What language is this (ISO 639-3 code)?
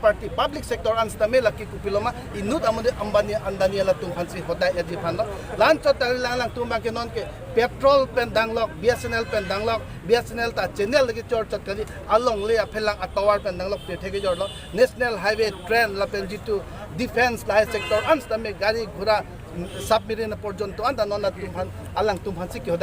mjw